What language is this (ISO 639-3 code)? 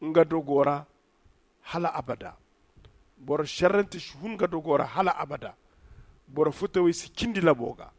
dje